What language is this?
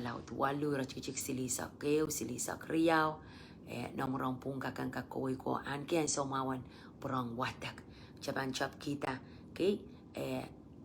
Pohnpeian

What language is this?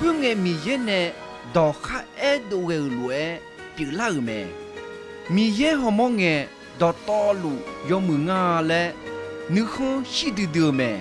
Akha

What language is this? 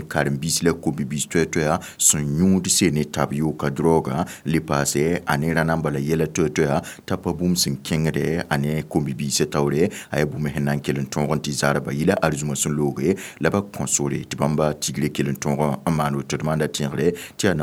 Mossi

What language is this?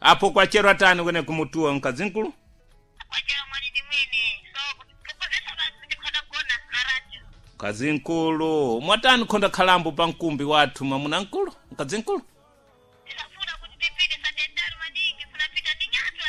Sena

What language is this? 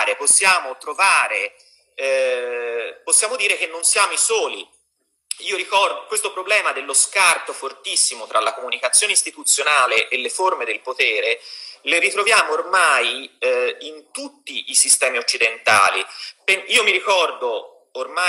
Italian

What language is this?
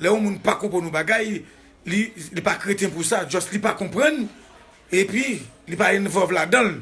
Haitian Creole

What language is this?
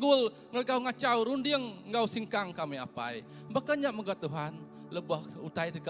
Iban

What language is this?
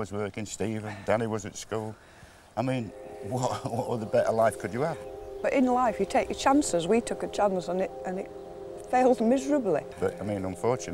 English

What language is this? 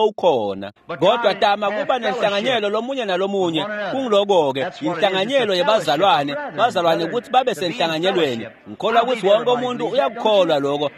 Swati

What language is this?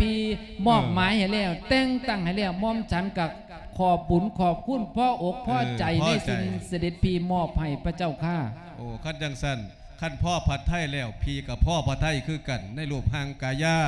Lao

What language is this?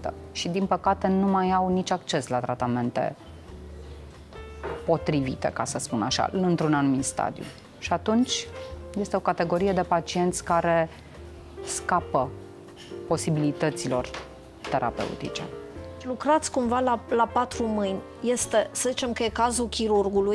Romanian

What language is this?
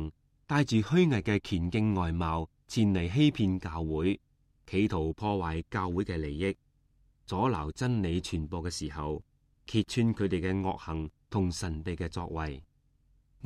Cantonese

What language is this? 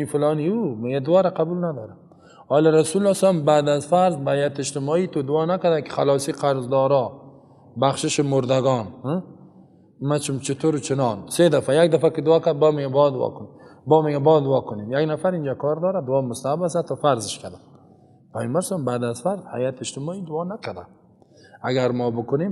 Persian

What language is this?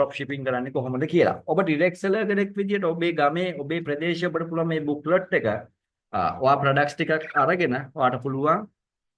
Sinhala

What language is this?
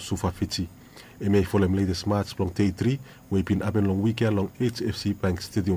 Bislama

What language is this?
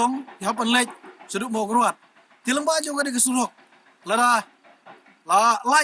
Khasi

